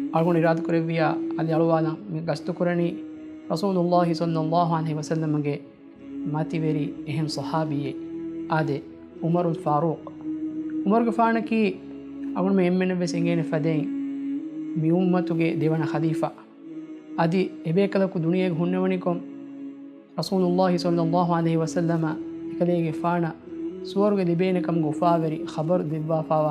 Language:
Divehi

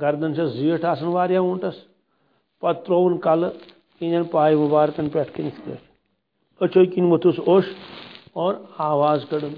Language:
Kashmiri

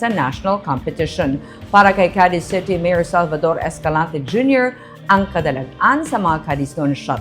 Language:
Hiligaynon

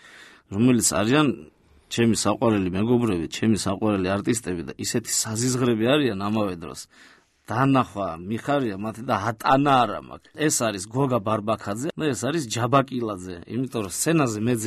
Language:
Georgian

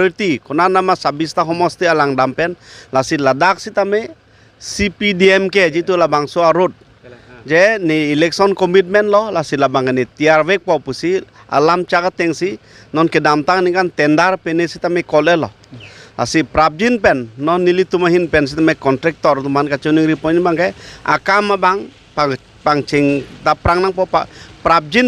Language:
Karbi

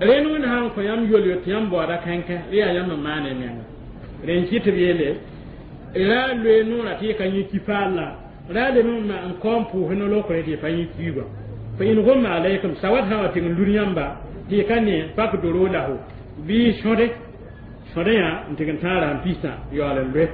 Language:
Mossi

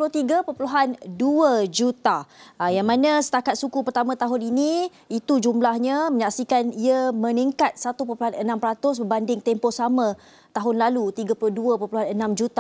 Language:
Malay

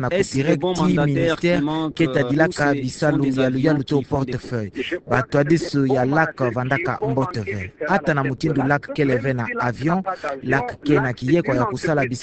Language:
Kituba (Democratic Republic of Congo)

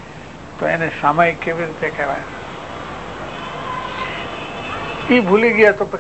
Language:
Gujarati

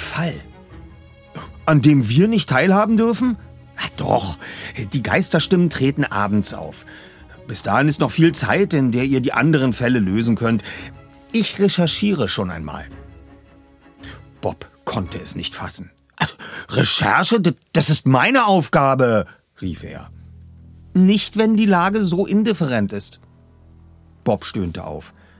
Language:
German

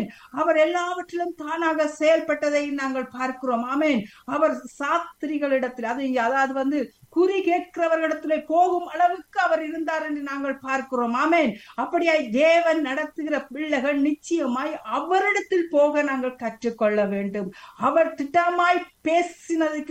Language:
Tamil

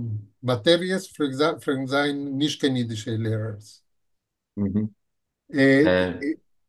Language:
Yiddish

